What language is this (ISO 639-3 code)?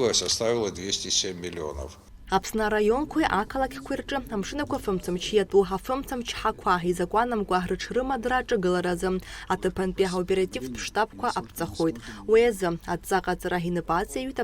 abk